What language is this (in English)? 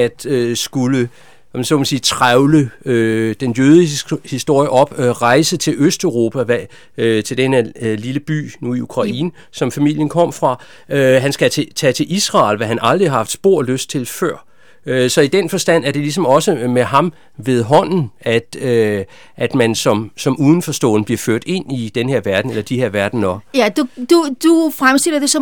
Danish